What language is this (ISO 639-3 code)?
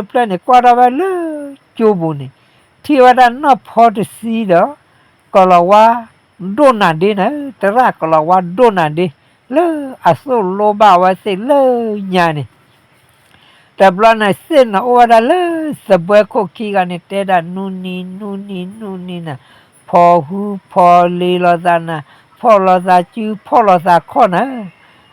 ksw